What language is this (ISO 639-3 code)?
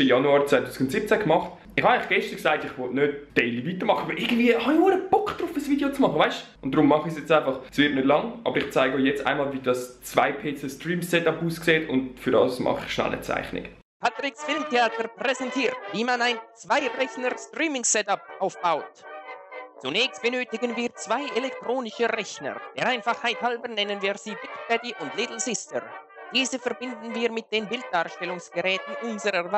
gsw